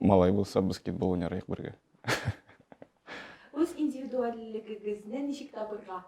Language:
Tatar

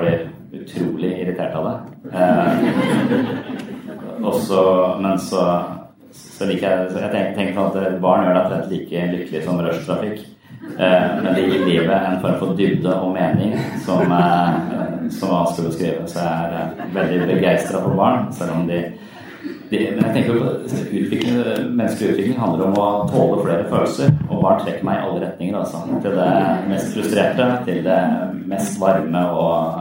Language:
Norwegian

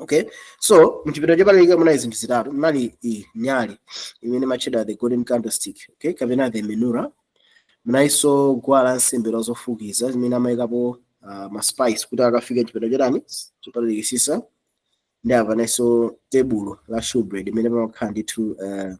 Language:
Nyanja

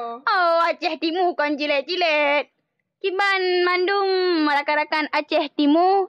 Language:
Achinese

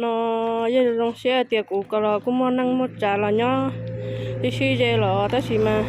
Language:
Hmong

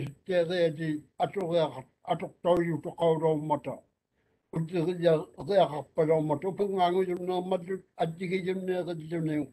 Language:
Māori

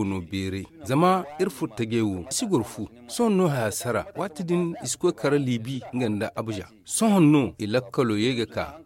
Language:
Zarma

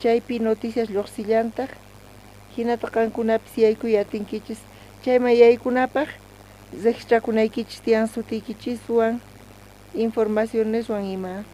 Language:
South Bolivian Quechua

